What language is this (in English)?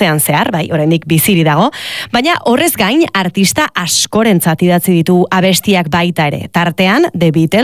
Basque